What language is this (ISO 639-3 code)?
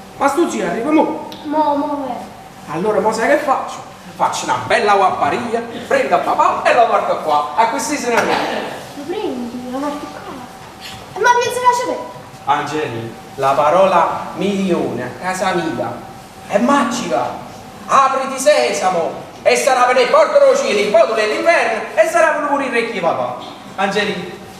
nap